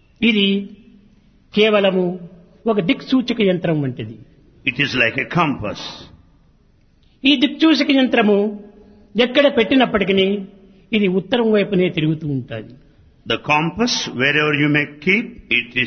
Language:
Telugu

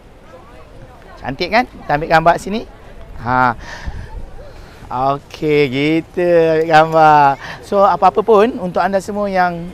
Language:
Malay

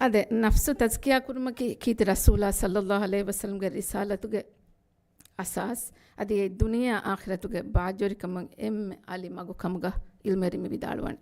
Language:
Divehi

